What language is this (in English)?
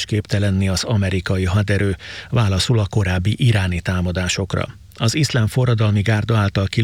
Hungarian